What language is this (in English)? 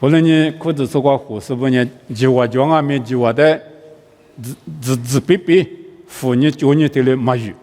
Lisu